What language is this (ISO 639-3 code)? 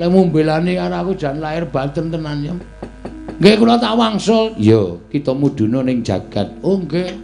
jav